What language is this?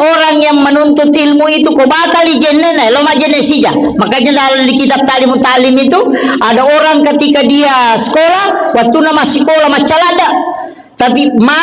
Buginese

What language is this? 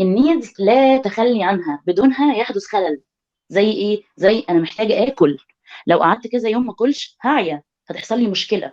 Egyptian Arabic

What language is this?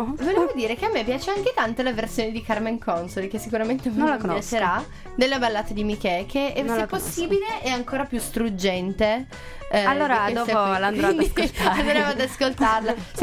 Italian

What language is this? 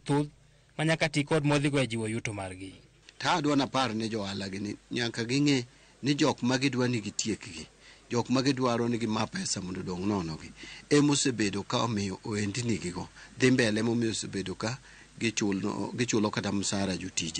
Luo (Kenya and Tanzania)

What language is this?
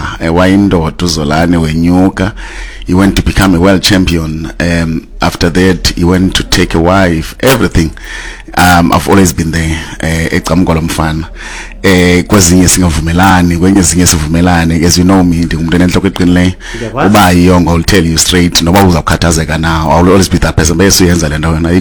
Xhosa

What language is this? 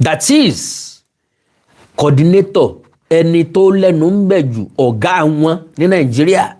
Yoruba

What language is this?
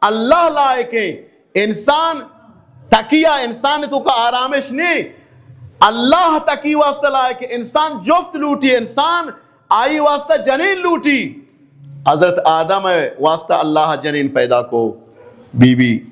Baluchi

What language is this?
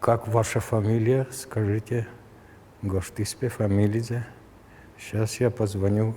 Udmurt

